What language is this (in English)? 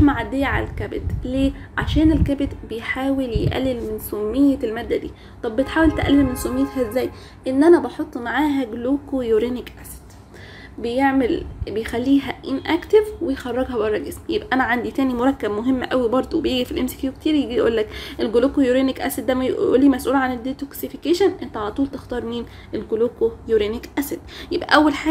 Egyptian Arabic